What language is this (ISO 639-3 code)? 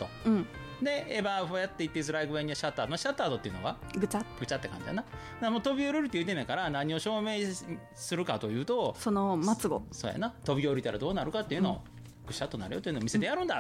jpn